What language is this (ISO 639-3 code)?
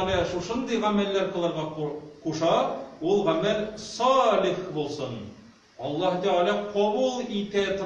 tat